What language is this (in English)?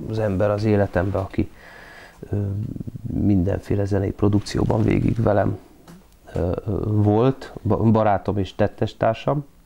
Hungarian